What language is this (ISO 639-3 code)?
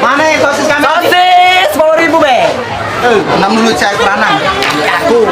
mui